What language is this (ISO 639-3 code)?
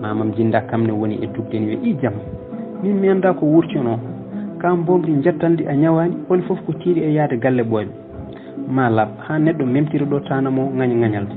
ful